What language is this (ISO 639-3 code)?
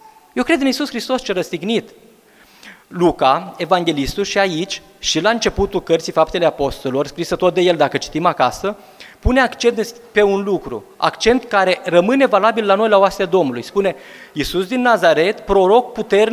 ron